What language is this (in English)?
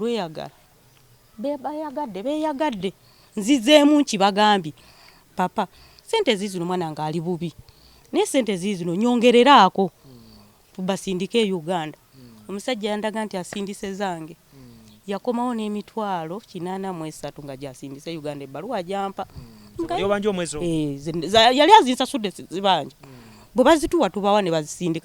Ganda